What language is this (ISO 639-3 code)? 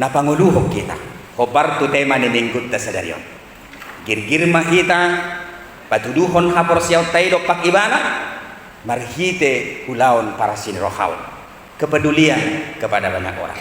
bbc